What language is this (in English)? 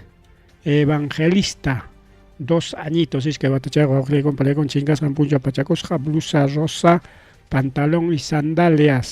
Ayacucho Quechua